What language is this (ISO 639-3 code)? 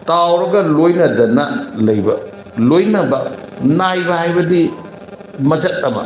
mni